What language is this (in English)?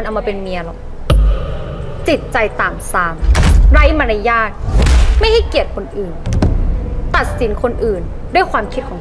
Thai